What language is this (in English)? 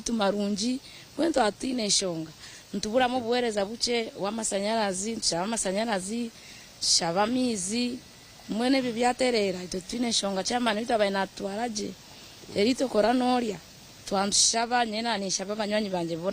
Nyankole